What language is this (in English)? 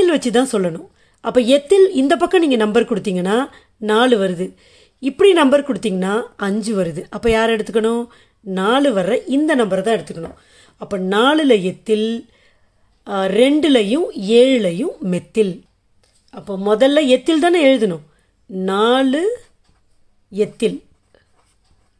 Tamil